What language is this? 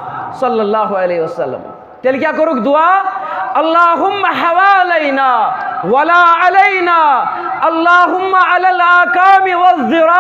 Kashmiri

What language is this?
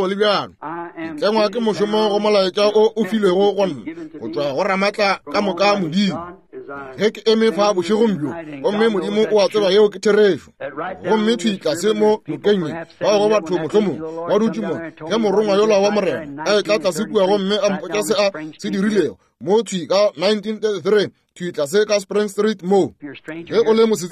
Northern Sotho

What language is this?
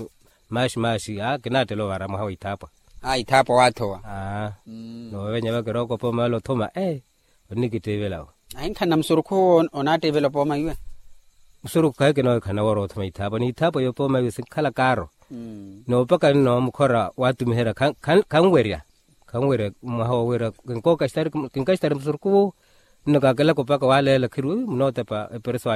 Makhuwa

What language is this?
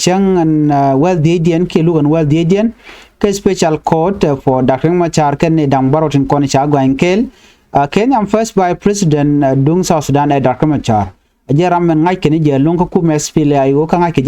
Nuer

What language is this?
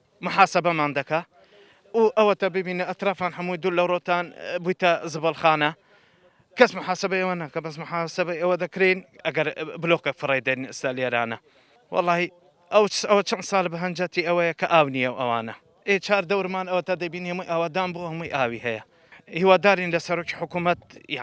Central Kurdish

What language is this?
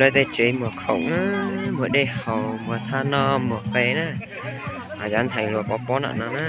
Hmong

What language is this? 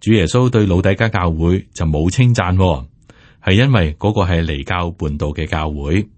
Cantonese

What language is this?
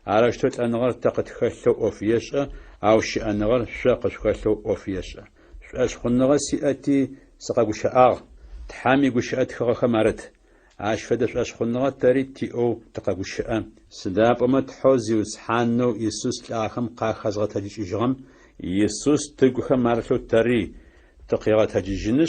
Adyghe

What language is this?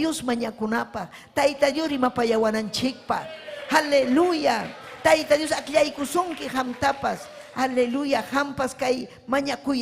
Ayacucho Quechua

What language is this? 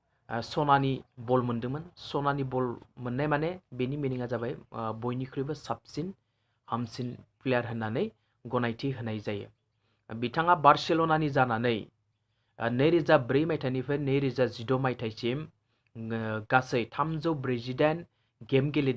Bodo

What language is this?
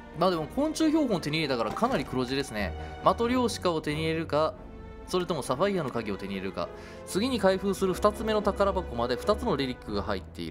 Japanese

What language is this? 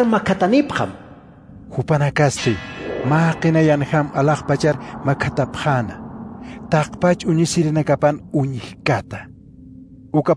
Aymara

